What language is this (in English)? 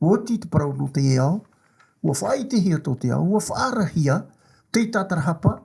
Tahitian